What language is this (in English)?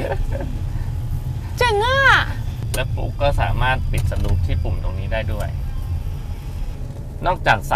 Thai